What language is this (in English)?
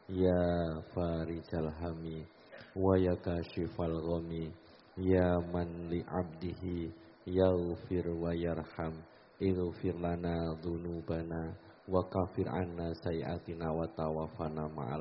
Javanese